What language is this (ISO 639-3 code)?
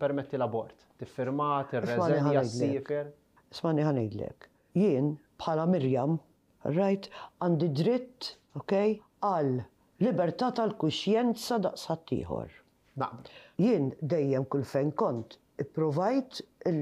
mlt